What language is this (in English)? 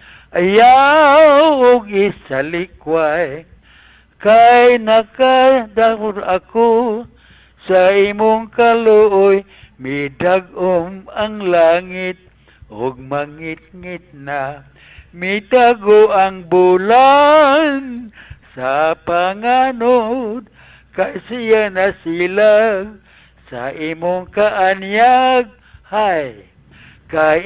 Cebuano